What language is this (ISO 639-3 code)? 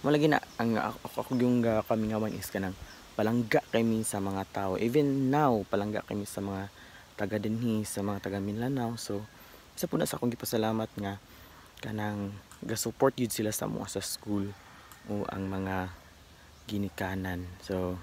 ceb